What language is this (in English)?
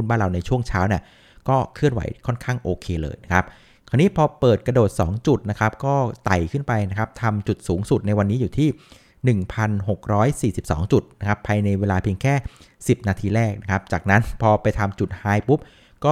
Thai